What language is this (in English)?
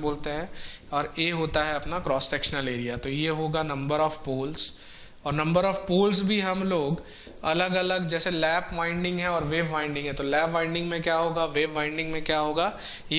Hindi